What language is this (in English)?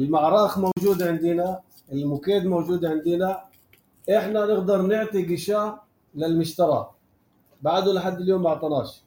North Levantine Arabic